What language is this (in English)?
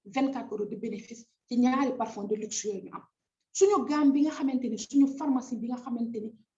Wolof